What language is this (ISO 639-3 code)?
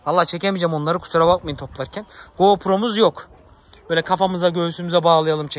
tur